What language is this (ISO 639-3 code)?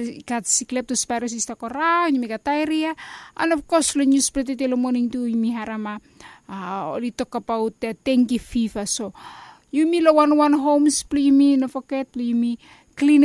bis